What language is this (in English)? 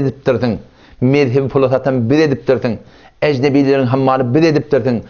Turkmen